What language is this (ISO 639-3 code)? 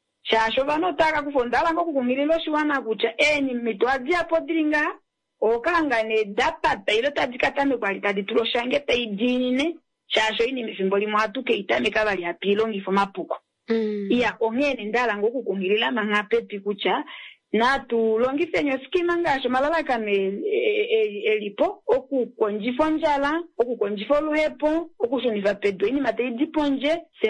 kua